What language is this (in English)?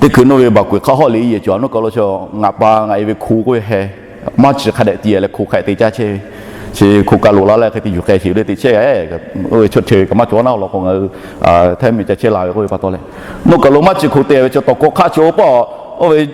Lahu